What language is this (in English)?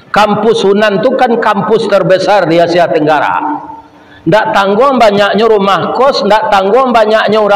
Minangkabau